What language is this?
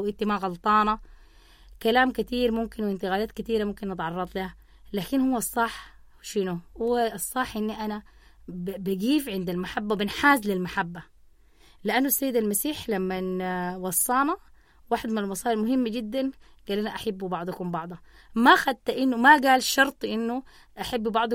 Sudanese Arabic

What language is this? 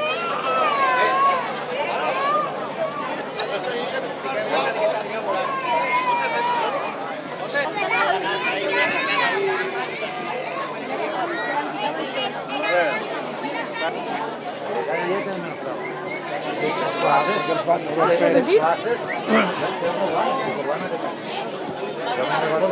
Catalan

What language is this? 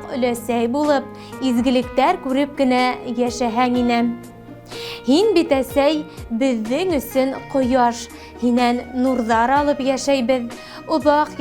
Bashkir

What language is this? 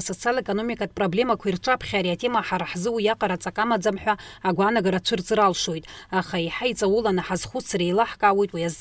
Abkhazian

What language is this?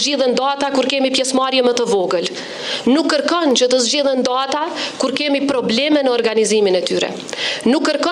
Albanian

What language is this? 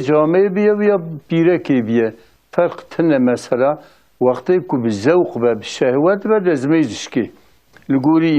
Kurdish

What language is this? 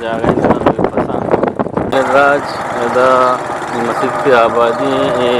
Eastern Balochi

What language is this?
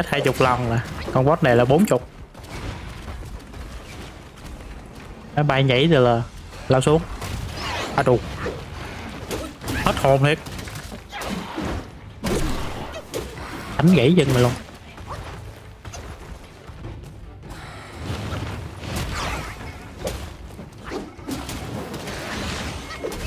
Vietnamese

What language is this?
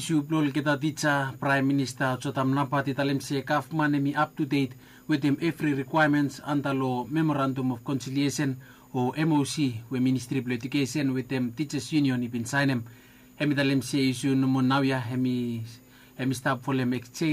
Bislama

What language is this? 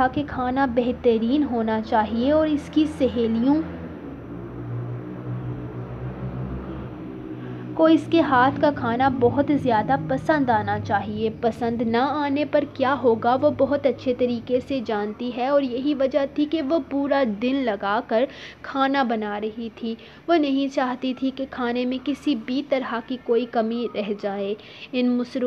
Urdu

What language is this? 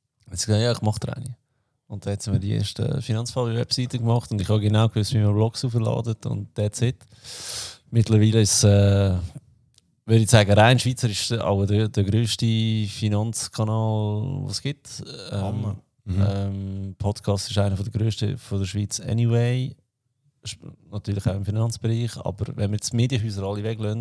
Swiss German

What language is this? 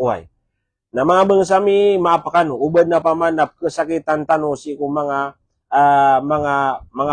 Maranao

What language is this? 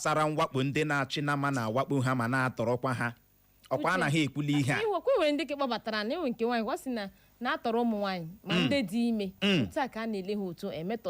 Igbo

